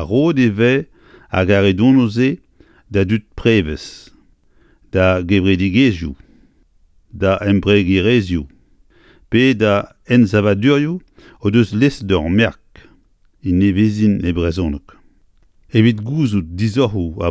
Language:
Breton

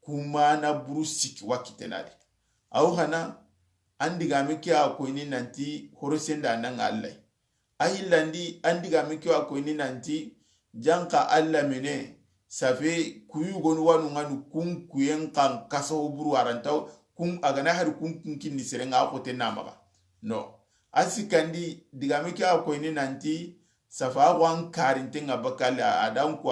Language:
Soninke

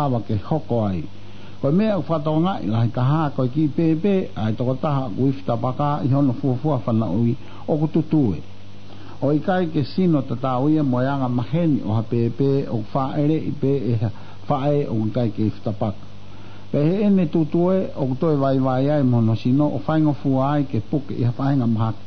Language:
Tongan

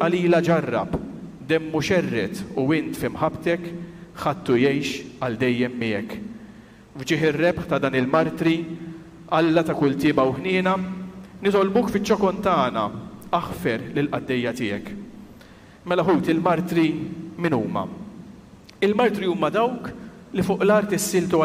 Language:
Maltese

